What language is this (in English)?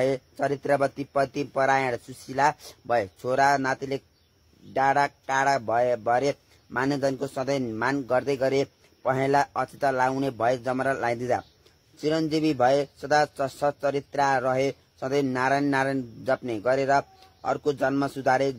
Nepali